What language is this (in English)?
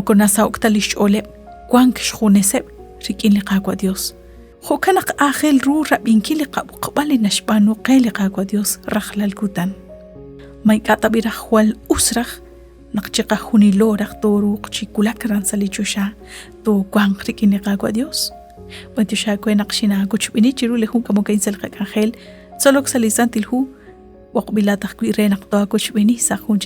Kekchí